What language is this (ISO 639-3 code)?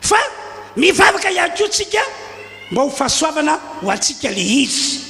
mlg